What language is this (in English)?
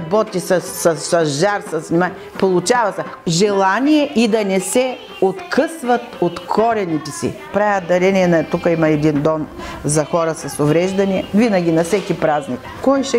Bulgarian